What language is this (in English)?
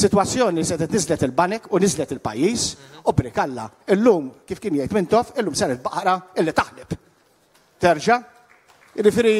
Maltese